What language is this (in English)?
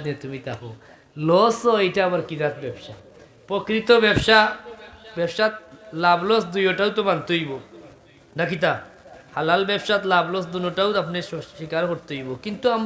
Sylheti